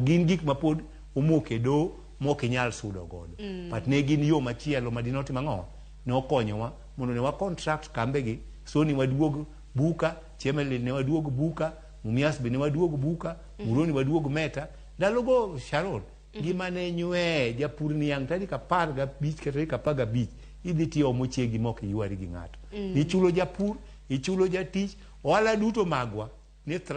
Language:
Luo (Kenya and Tanzania)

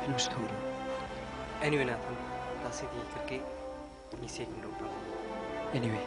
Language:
Khasi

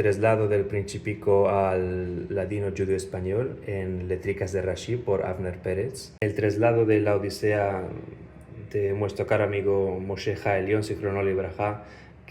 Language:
Ladino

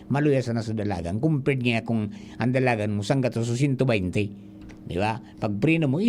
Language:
Bikol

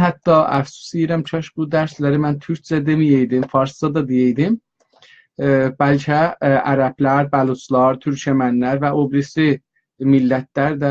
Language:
South Azerbaijani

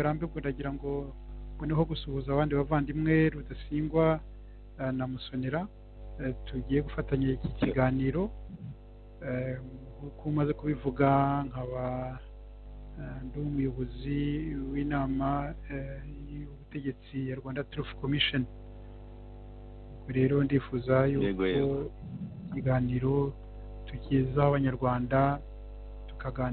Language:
Kinyarwanda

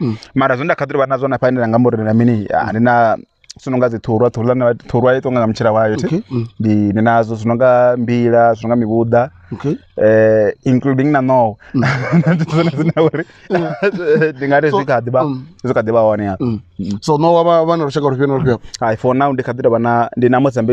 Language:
Venda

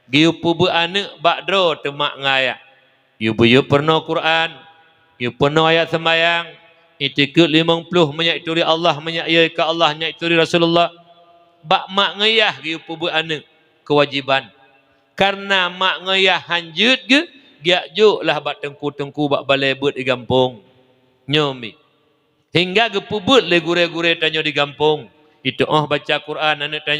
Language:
Achinese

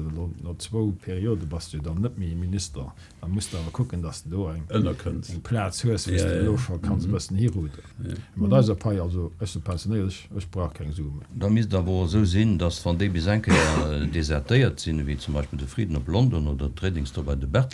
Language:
Luxembourgish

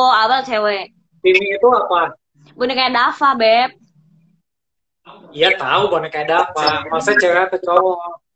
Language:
Indonesian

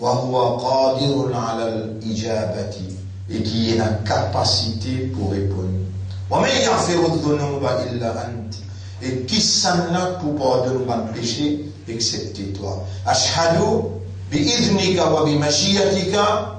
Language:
Morisyen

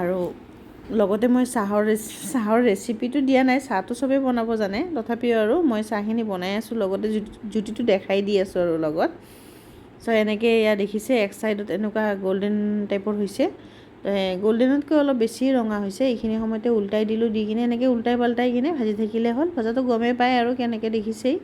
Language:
Assamese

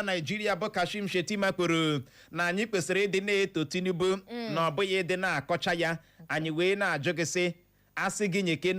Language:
Igbo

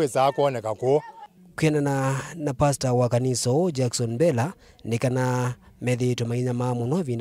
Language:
Kamba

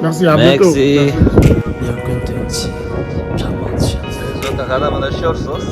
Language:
Tibetan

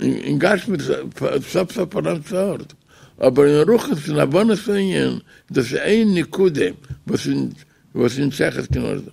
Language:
Yiddish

